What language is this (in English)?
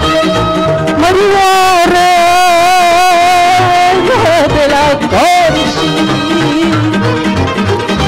Romanian